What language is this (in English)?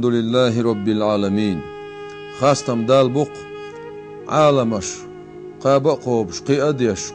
Chechen